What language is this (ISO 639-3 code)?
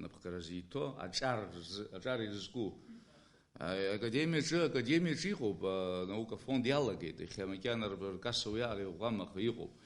abk